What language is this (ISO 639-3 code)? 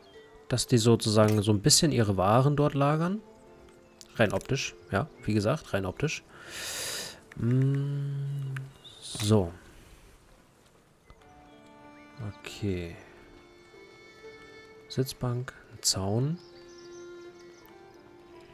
deu